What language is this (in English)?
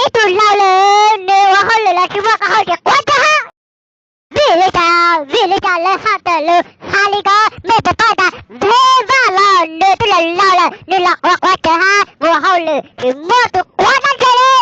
Hmong